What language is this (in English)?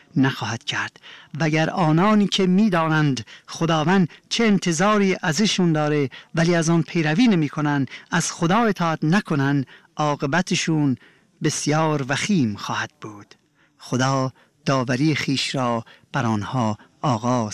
Persian